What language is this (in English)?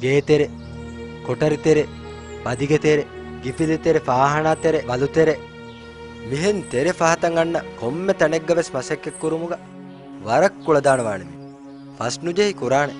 Divehi